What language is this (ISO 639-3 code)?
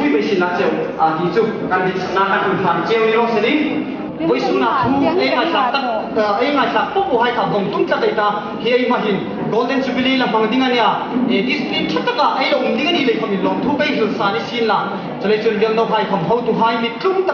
hmr